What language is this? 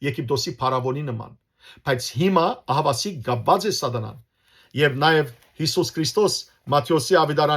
Western Armenian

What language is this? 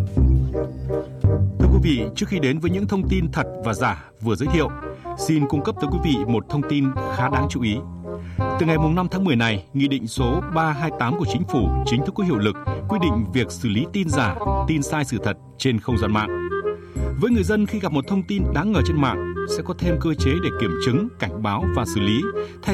Vietnamese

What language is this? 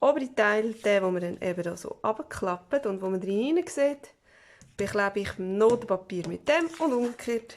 Swiss German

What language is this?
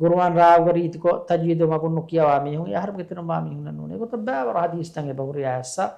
Divehi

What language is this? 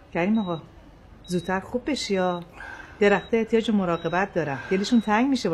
Persian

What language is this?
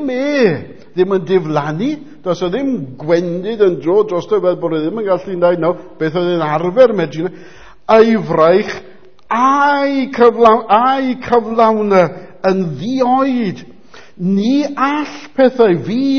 Welsh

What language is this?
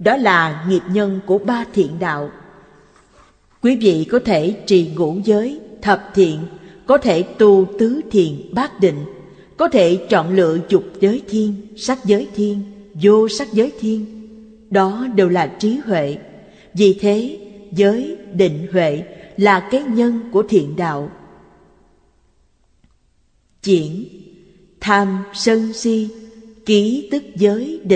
Vietnamese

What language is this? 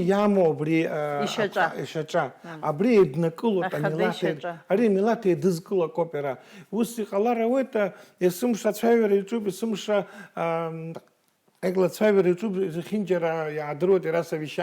Abkhazian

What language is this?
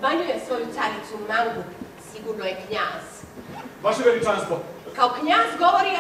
Serbian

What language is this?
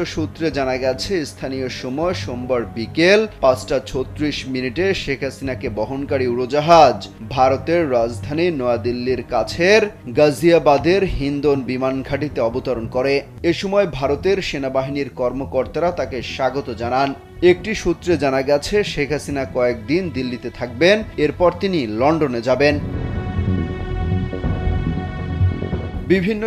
Bangla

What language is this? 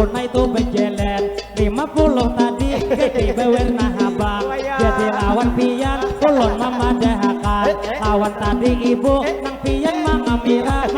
Banjar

